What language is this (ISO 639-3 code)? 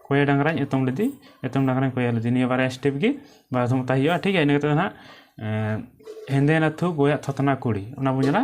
sat